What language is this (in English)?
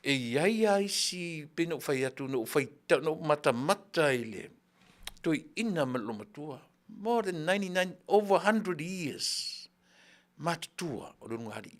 Samoan